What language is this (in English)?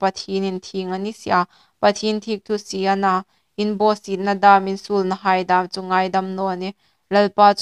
Hmar